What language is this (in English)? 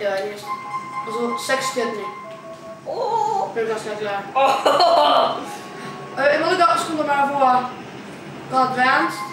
Faroese